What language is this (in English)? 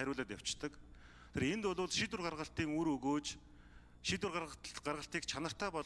Mongolian